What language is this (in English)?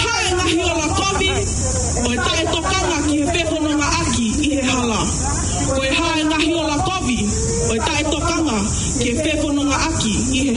Tongan